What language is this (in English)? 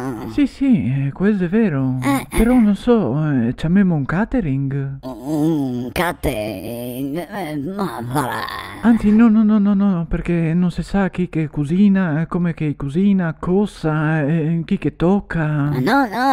Venetian